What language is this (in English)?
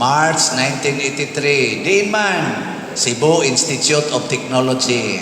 Cebuano